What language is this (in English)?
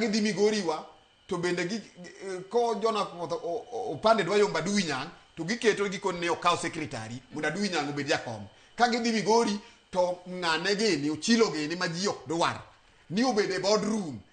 Luo (Kenya and Tanzania)